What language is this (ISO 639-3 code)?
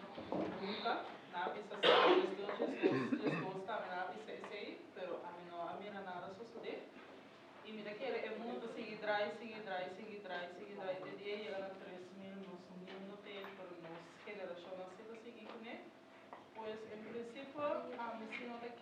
pap